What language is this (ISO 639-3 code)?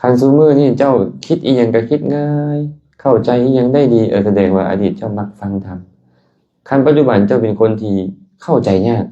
lao